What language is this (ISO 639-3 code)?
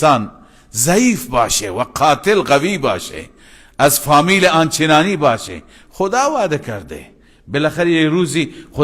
fas